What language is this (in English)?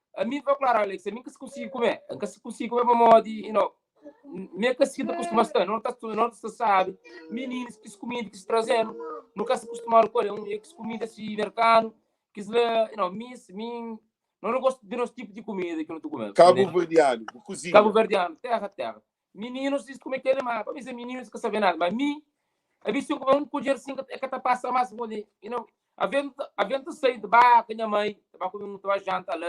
Kabuverdianu